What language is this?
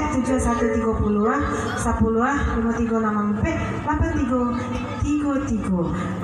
Minangkabau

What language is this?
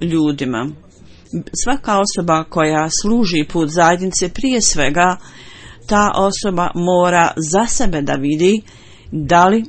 Bosnian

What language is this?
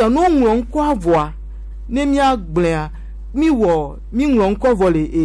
Gen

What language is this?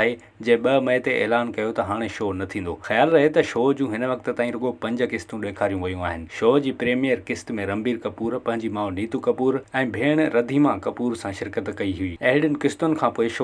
Sindhi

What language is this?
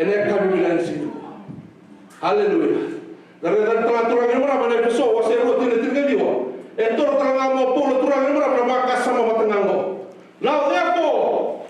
Fijian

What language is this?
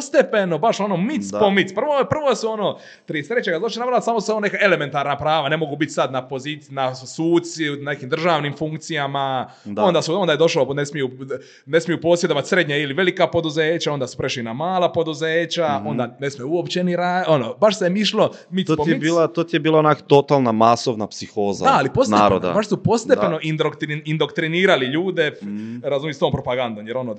Croatian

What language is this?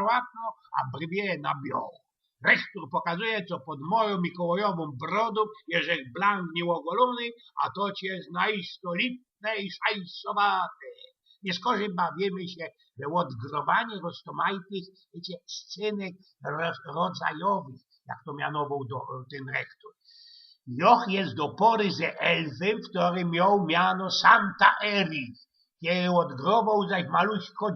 Silesian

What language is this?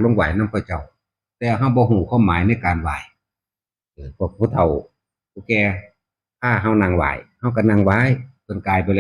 Northeastern Thai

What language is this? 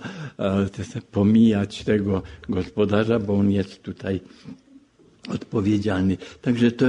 Polish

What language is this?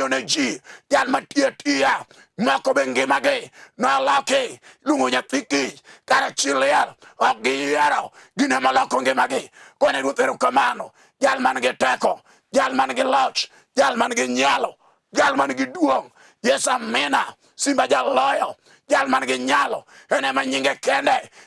Luo (Kenya and Tanzania)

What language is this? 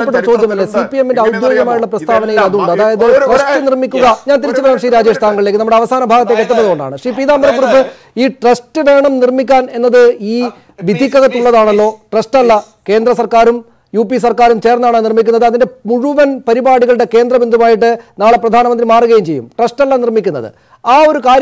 Malayalam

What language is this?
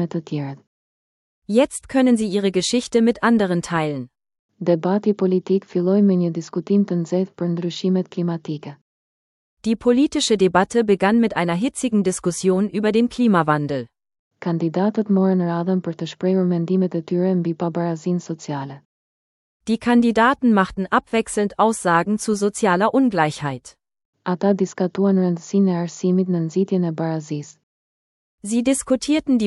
Albanian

